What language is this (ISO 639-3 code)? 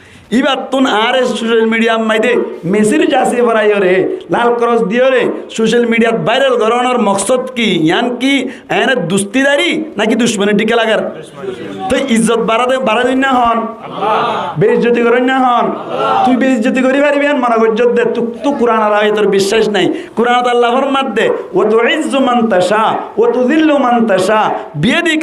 rhg